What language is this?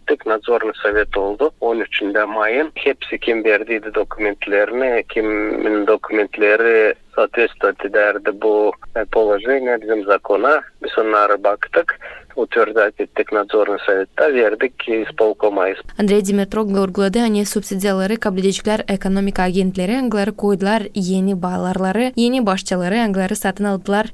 Gagauz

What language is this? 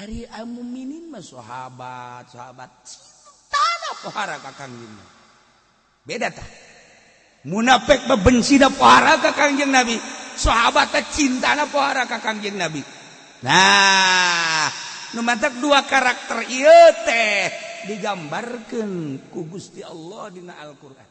Sundanese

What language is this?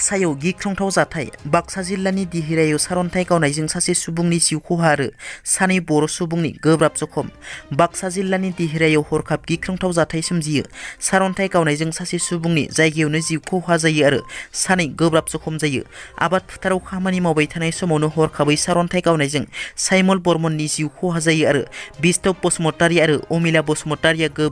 Bodo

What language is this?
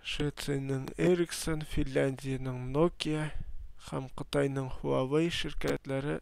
Tatar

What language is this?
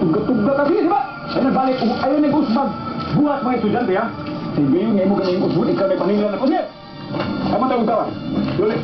Cebuano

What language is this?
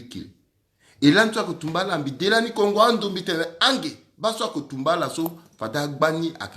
Sango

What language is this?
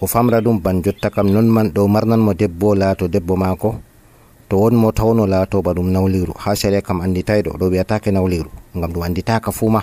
Nigerian Fulfulde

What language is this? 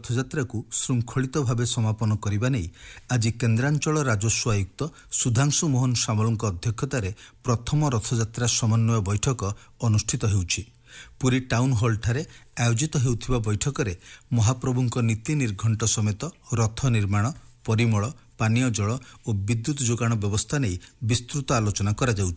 Odia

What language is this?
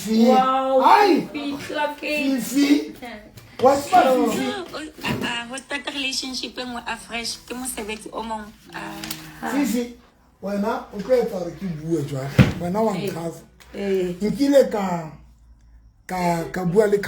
Southern Sotho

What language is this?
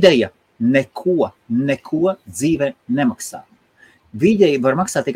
Latvian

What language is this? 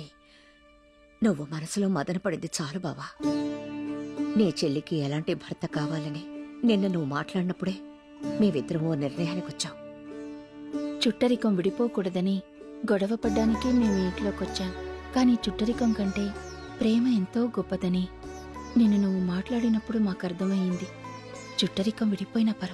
Telugu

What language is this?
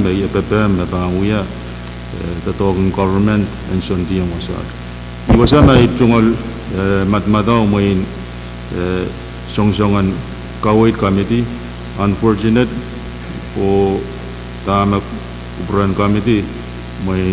Pohnpeian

